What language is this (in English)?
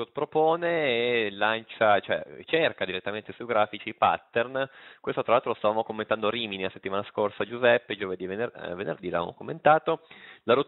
Italian